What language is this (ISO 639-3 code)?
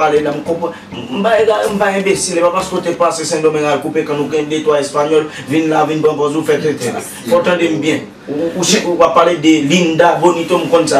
hat